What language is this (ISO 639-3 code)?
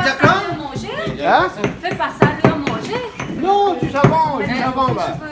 rcf